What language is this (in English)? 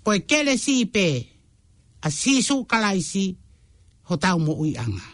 Tongan